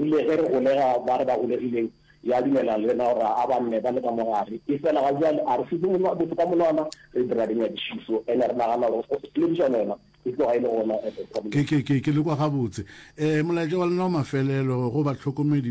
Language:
Northern Sotho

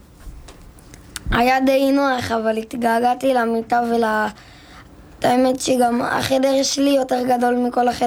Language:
Hebrew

